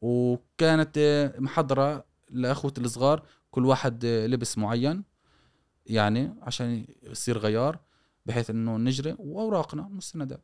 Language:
Gulf Arabic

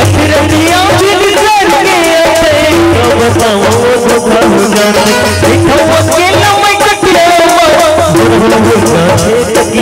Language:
Chhattisgarhi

